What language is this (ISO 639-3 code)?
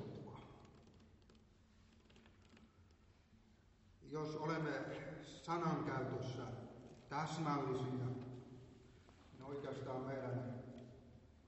fin